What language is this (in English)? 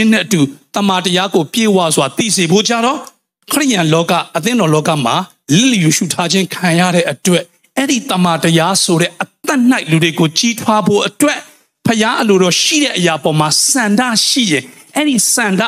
Burmese